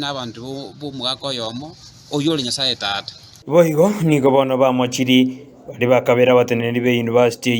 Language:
Gusii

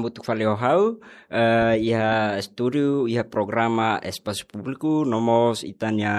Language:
Tetum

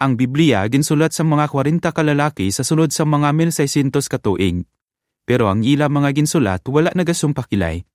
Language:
Hiligaynon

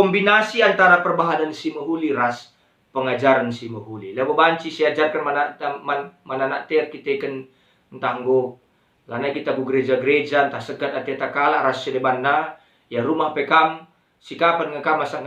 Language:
Batak Karo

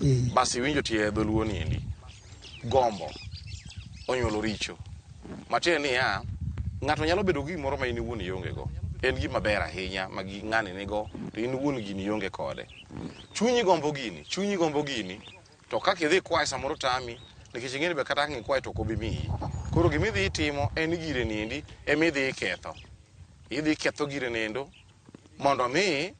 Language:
Luo (Kenya and Tanzania)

